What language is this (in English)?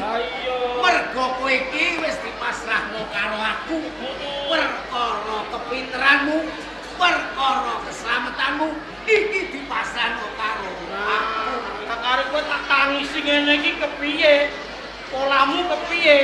Javanese